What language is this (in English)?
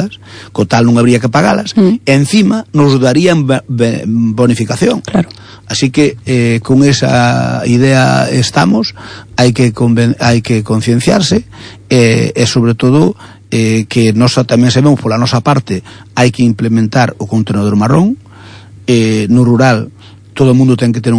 Galician